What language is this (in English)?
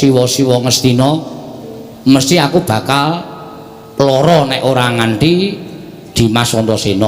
Javanese